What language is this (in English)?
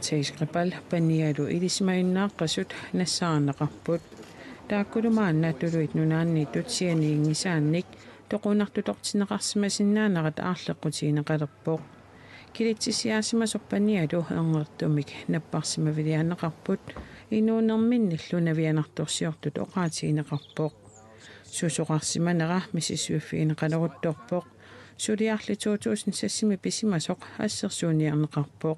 Kalaallisut